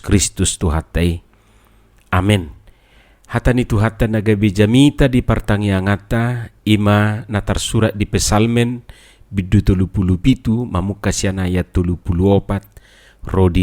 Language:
Batak Toba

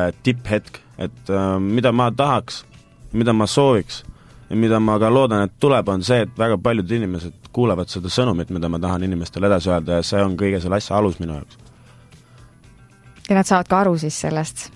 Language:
Estonian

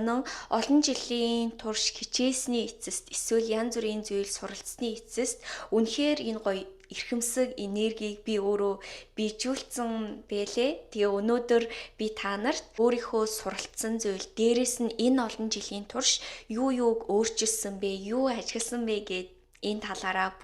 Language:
Mongolian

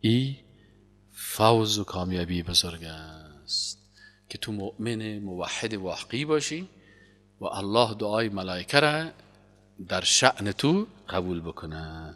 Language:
Persian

